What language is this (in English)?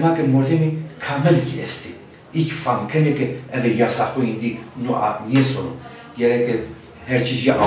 Zaza